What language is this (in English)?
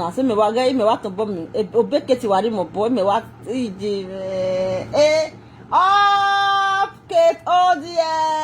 Nigerian Pidgin